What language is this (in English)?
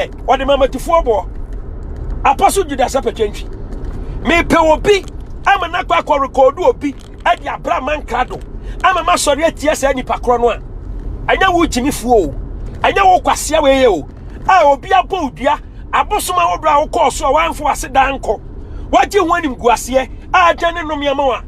Akan